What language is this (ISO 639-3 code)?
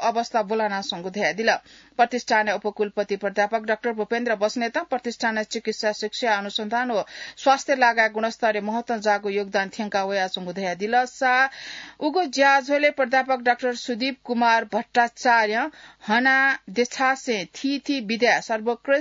new